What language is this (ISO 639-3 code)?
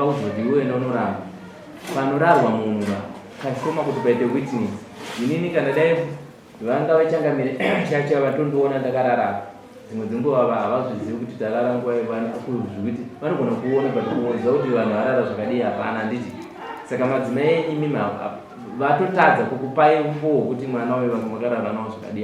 sna